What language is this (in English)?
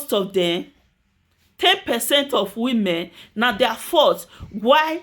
Nigerian Pidgin